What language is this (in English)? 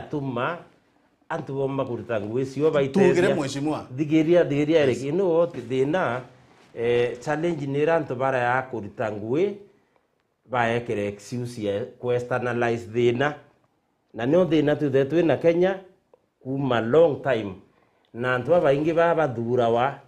Meru